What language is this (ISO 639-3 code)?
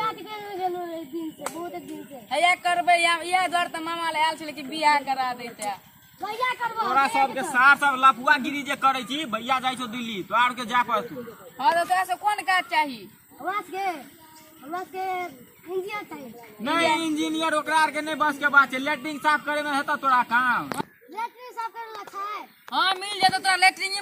mai